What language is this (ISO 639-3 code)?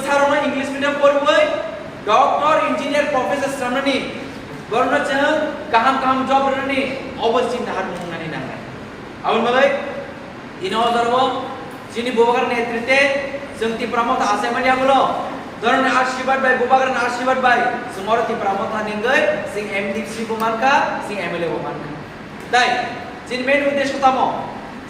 trp